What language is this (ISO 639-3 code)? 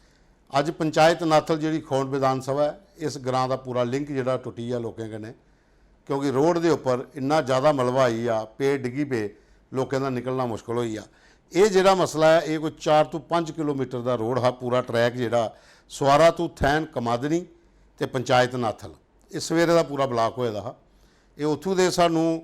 doi